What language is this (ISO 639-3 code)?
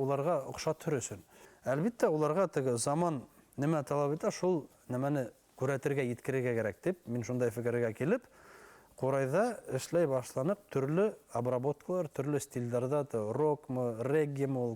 bak